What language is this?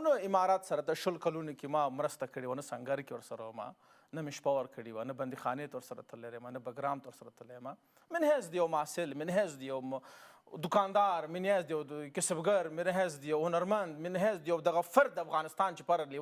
Pashto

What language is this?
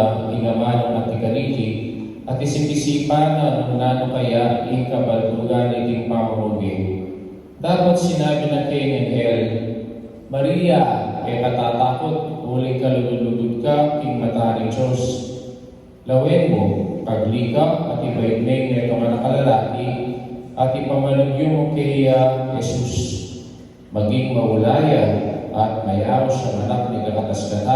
Pampanga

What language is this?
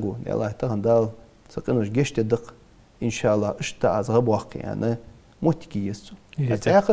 Ingush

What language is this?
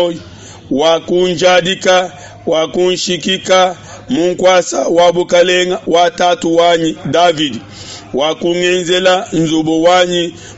Luba-Lulua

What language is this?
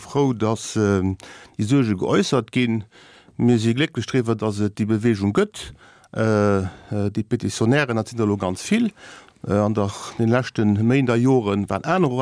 Luxembourgish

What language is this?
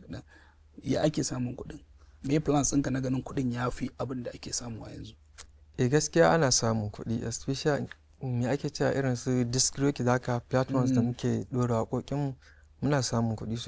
Hausa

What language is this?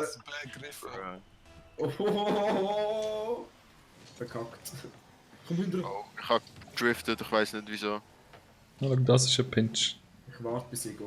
Swiss German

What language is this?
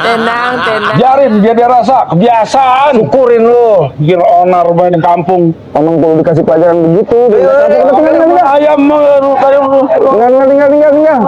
Betawi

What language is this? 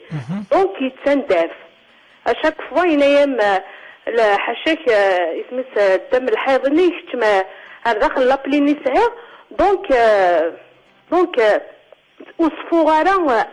Kabyle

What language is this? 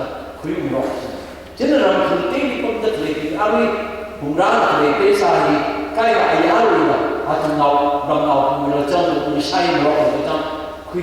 Tangkhul Naga (India)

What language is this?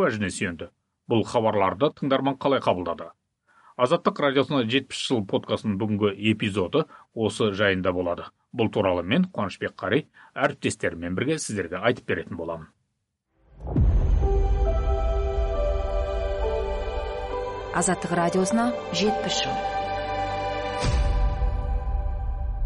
Kazakh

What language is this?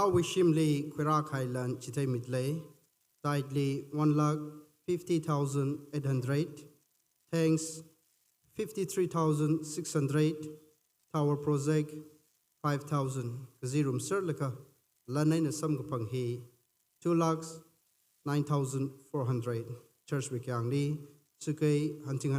Tangkhul Naga (India)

